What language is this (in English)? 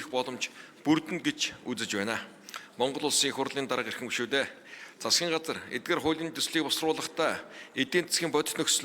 Mongolian